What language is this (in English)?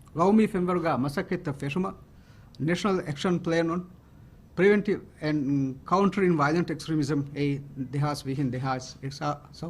Divehi